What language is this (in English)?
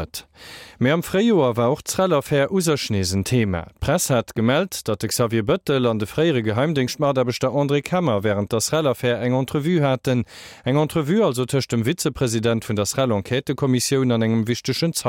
Luxembourgish